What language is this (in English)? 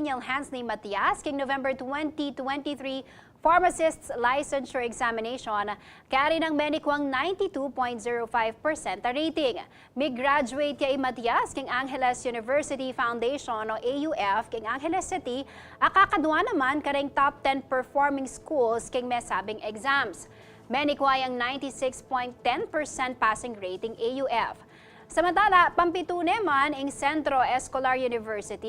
Pampanga